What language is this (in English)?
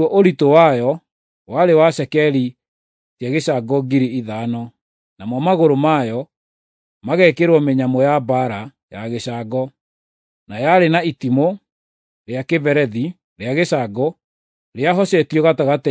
Kikuyu